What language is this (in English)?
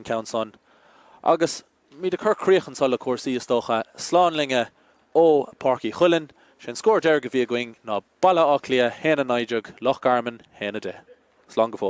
Irish